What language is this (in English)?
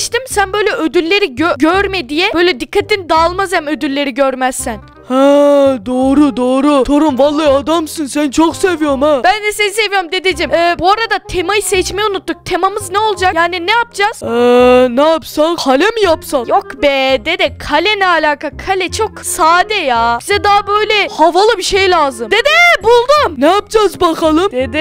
Turkish